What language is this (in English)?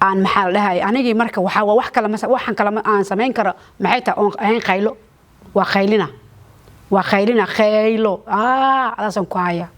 Somali